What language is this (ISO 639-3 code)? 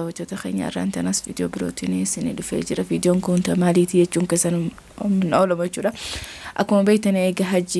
orm